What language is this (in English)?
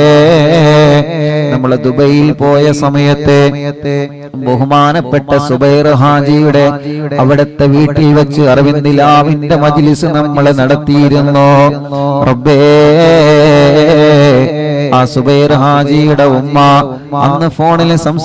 Malayalam